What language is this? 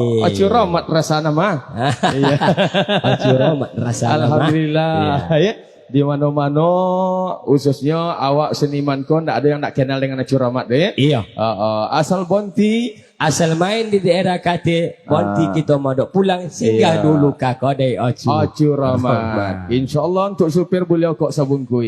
Minangkabau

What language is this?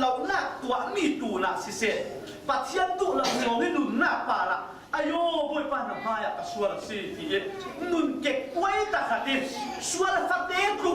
Falam Chin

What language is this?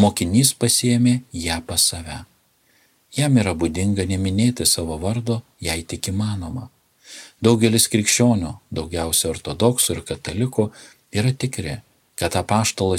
Lithuanian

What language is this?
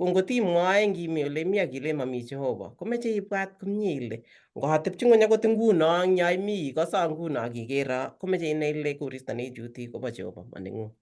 Kalenjin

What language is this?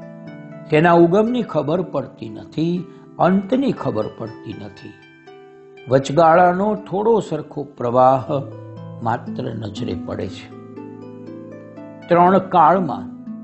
Gujarati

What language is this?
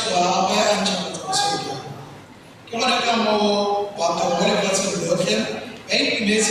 Tswana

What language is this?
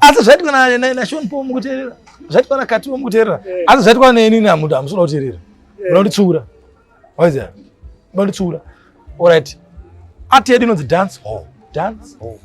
Shona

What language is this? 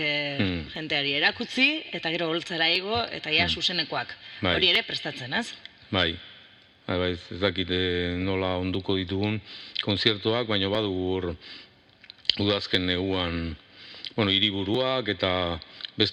Basque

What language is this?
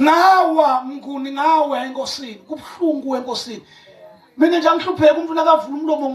Zulu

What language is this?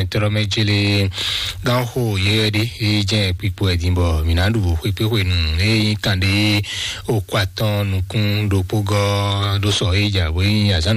Fon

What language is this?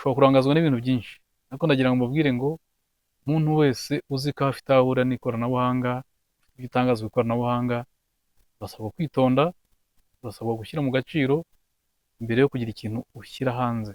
Kinyarwanda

